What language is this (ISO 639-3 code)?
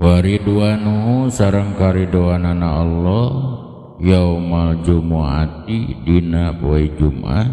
sun